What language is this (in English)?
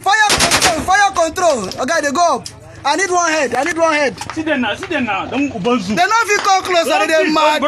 Nigerian Pidgin